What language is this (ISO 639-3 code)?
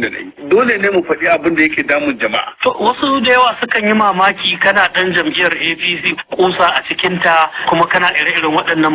hau